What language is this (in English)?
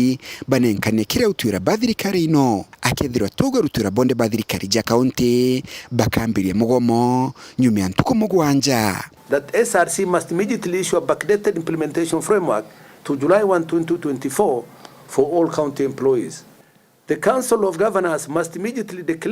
Meru